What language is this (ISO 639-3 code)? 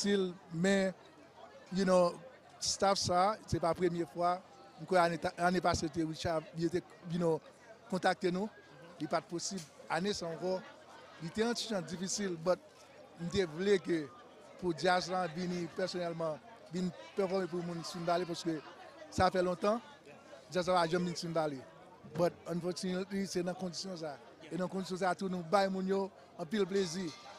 hat